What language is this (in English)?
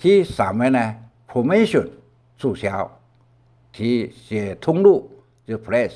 Hakka Chinese